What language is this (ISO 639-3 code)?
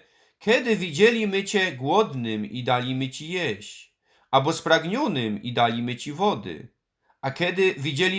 szl